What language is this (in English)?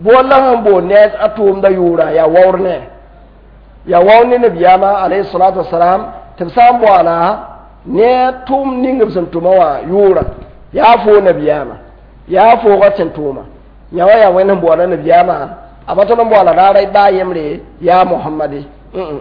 Mossi